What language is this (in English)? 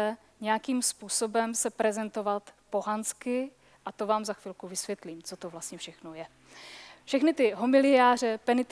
Czech